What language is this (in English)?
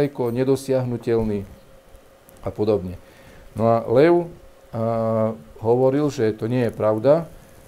Slovak